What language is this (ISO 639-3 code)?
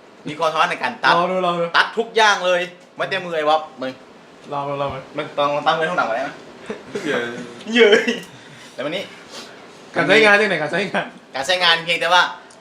lao